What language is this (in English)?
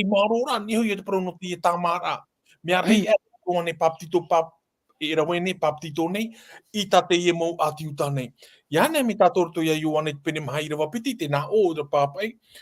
Tahitian